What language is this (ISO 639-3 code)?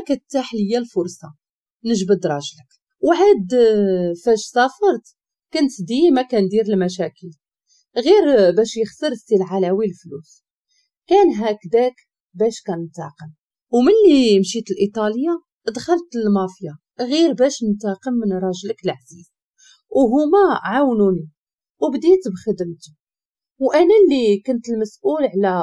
ary